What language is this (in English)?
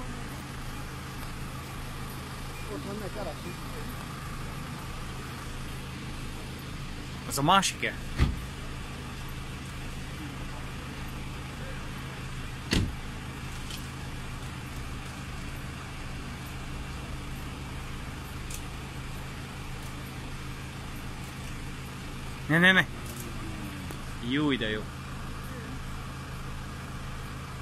Hungarian